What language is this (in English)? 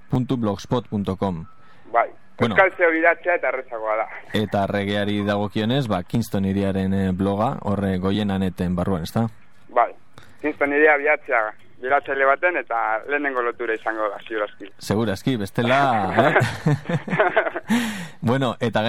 Basque